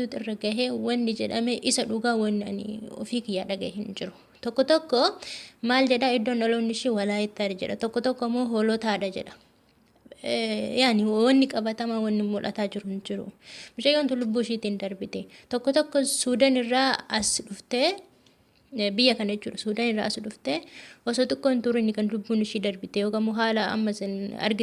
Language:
Oromo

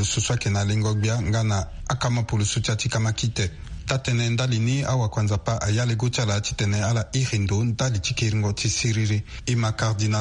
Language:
Sango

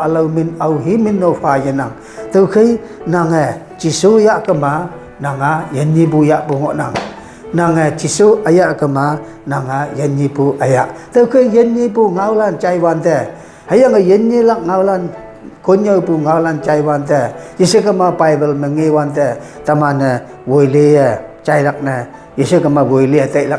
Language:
Konyak Naga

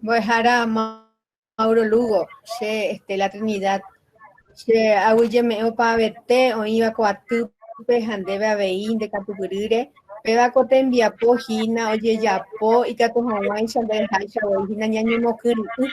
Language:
Guarani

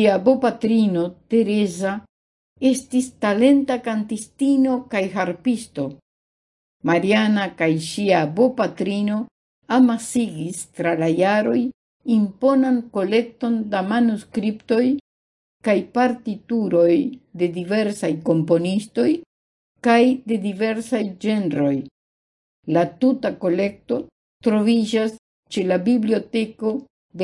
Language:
Esperanto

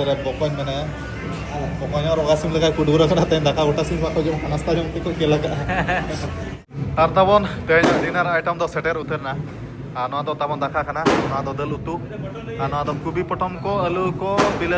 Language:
Santali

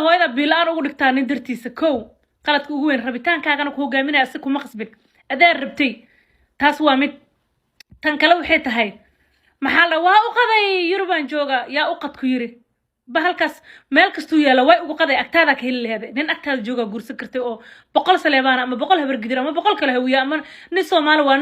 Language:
Somali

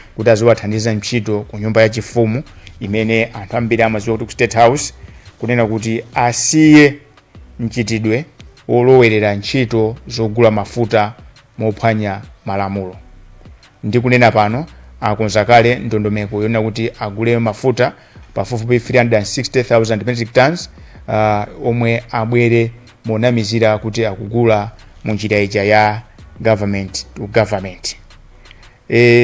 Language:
Nyanja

